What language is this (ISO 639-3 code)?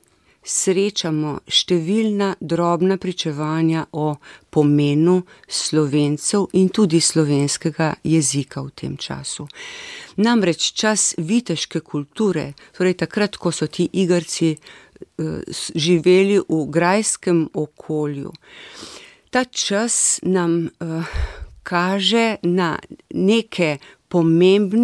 slv